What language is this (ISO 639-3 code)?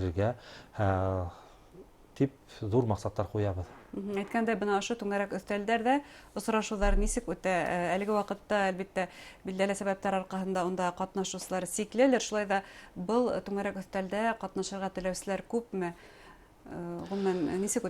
bak